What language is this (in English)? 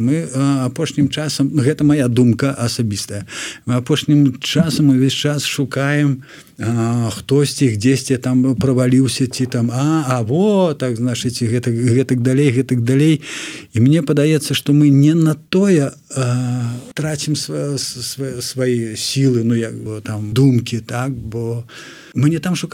Belarusian